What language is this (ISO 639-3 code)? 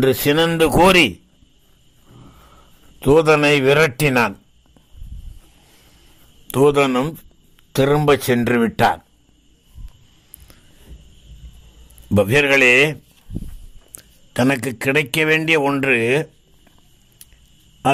tam